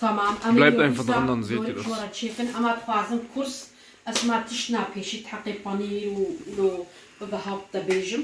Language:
Kurdish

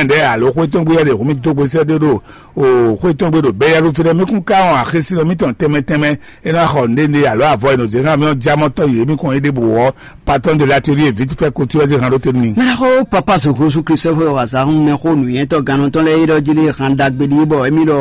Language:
Fon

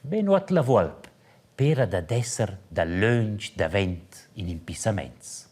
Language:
Romansh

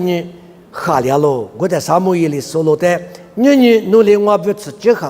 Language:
Lisu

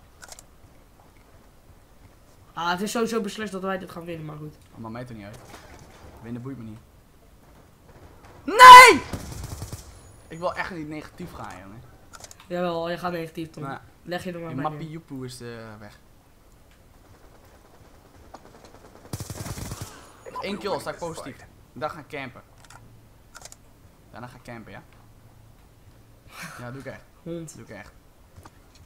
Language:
Dutch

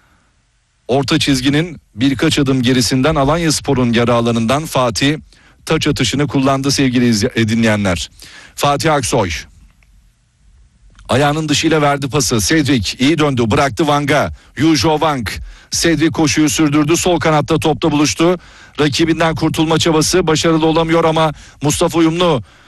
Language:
Turkish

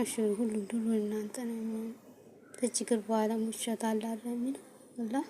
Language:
Amharic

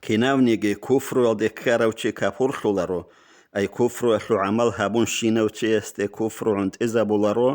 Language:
Avaric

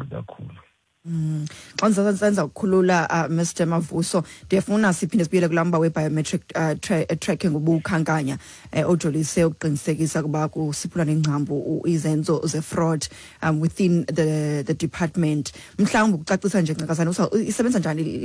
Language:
Xhosa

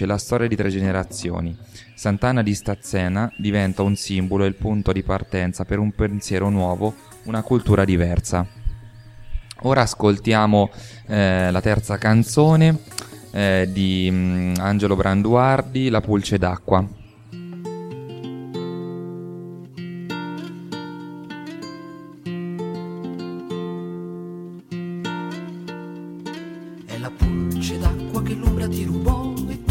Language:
Italian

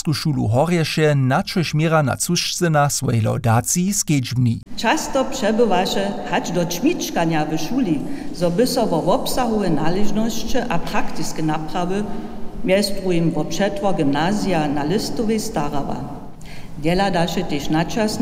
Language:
Upper Sorbian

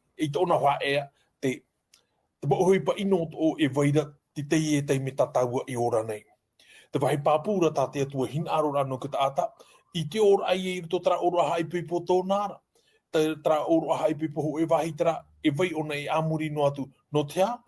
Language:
Tahitian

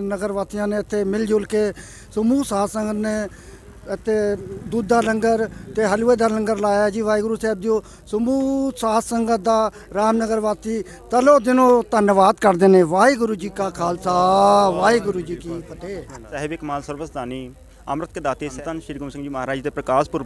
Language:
Punjabi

